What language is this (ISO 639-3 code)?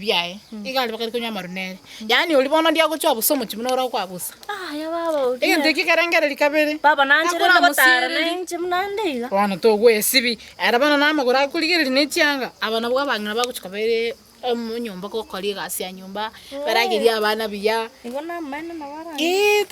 guz